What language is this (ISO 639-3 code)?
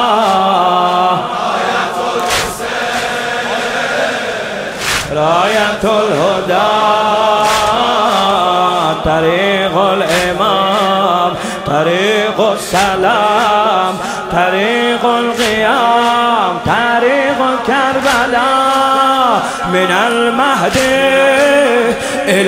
fas